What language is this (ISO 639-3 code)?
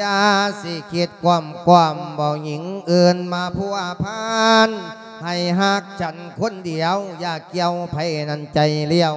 lao